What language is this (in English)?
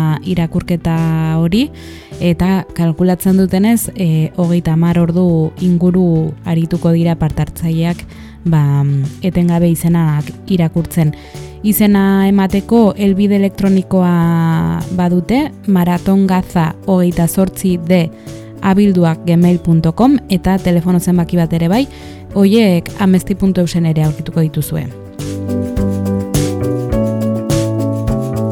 Basque